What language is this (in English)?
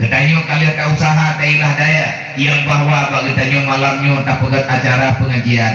Achinese